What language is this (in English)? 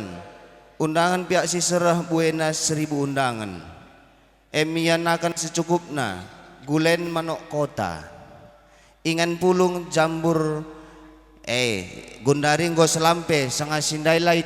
Batak Karo